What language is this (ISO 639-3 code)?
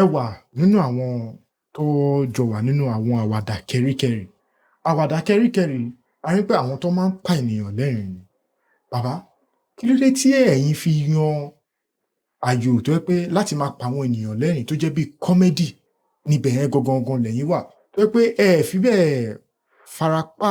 yor